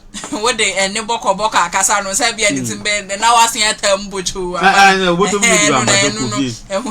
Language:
Akan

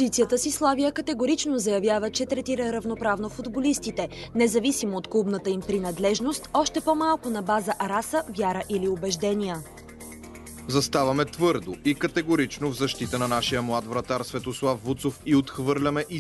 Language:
Bulgarian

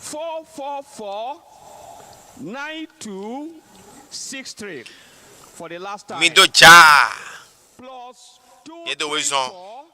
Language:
Ewe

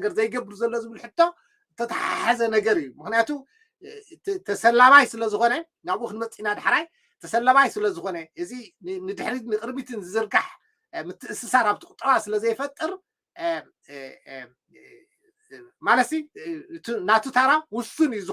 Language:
Tigrinya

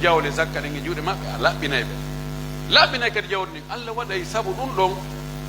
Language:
Pular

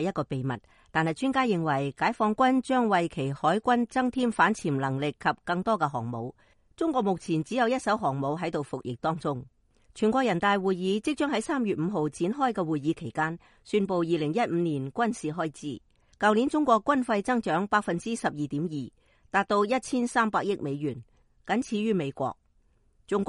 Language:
Cantonese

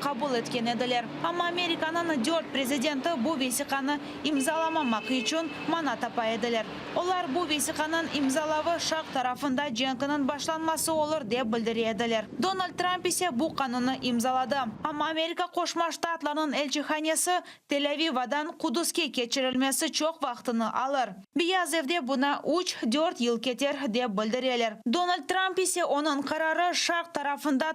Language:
Crimean Tatar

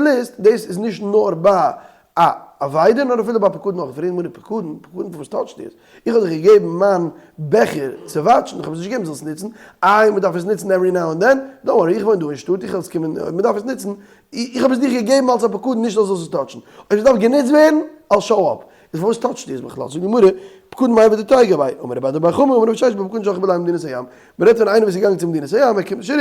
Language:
Yiddish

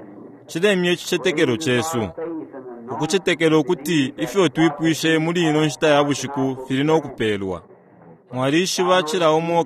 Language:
Bemba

